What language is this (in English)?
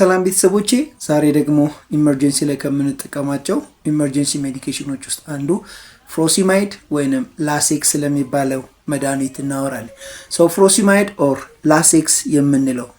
Amharic